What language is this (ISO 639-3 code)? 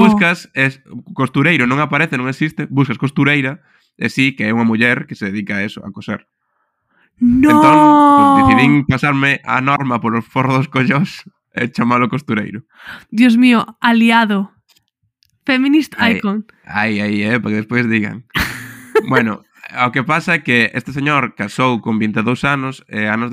glg